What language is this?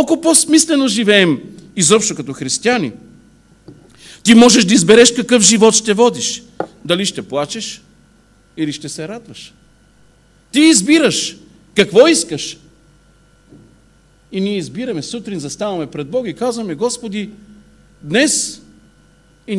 Bulgarian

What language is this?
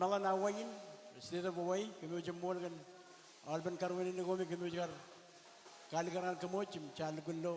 Marshallese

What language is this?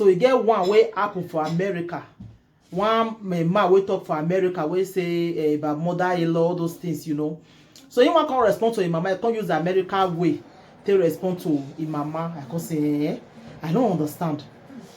Nigerian Pidgin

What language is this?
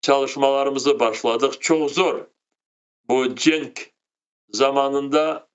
Crimean Tatar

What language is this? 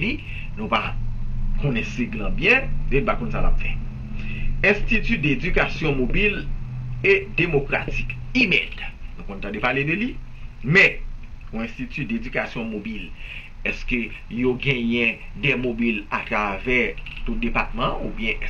Haitian Creole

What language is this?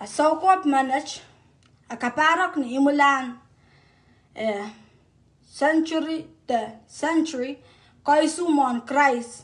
Pohnpeian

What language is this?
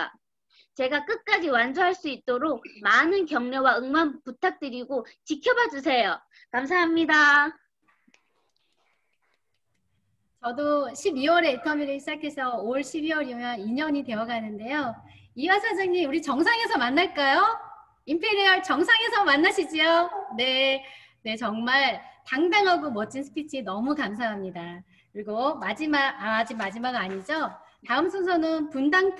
Korean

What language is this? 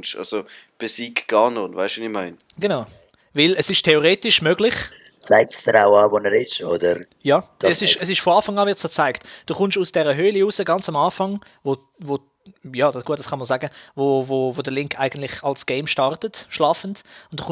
Swiss German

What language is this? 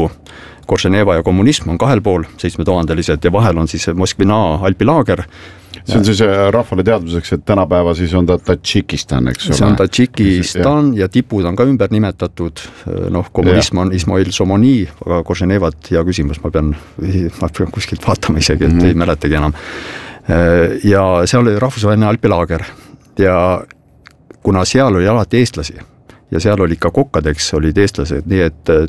Estonian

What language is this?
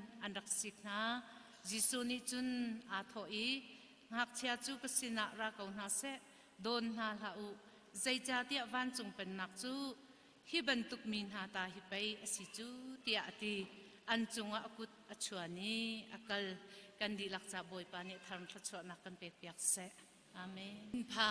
Hakha Chin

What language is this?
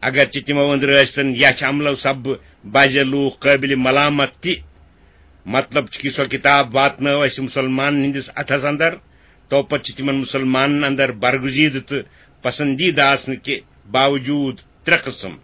Kashmiri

